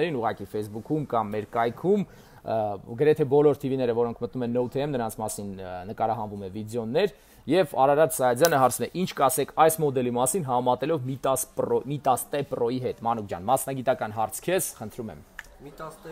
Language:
Armenian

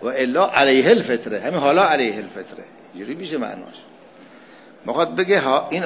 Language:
Persian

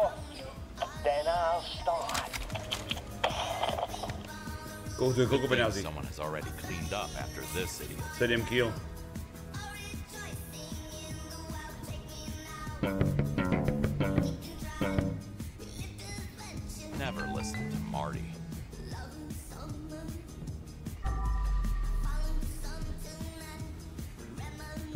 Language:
Slovak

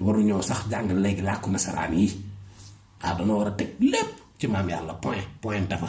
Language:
Wolof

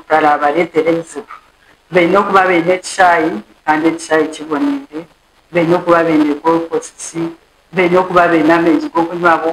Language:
Nyankole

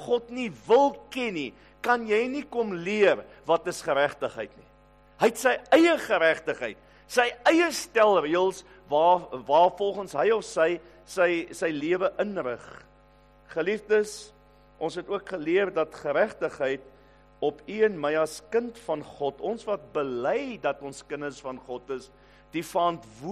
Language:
Afrikaans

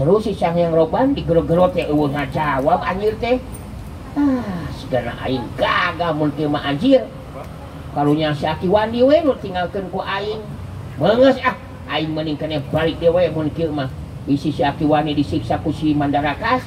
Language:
Sundanese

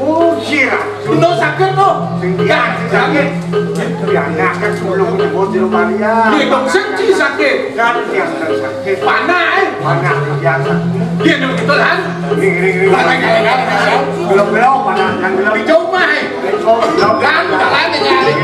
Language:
Balinese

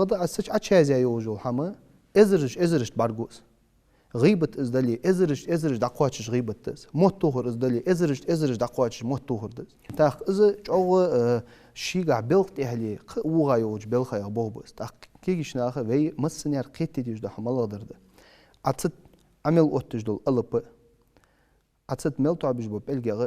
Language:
Ingush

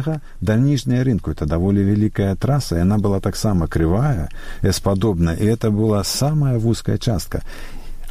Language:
Belarusian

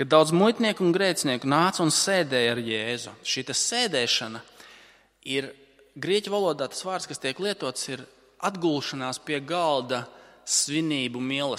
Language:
Latvian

